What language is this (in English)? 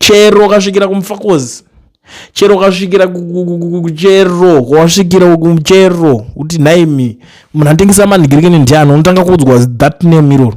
Shona